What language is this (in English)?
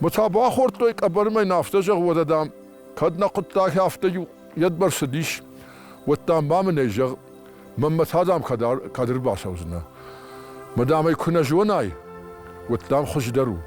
Ossetic